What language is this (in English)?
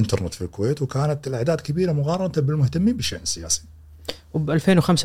Gulf Arabic